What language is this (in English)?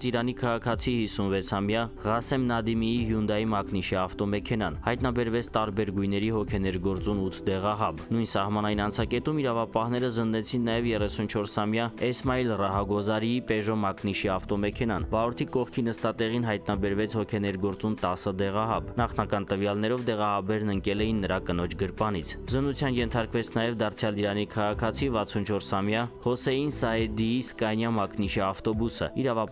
Armenian